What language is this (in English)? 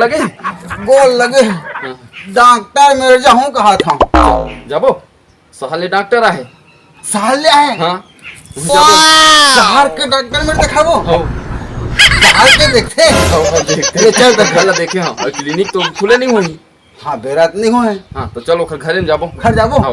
Chhattisgarhi